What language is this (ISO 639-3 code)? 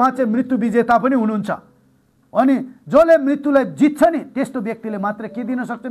nep